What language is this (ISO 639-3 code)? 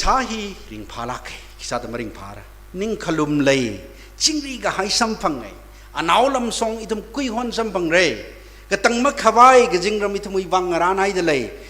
nmf